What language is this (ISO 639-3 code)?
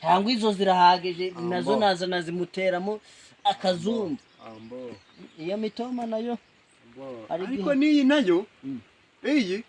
kin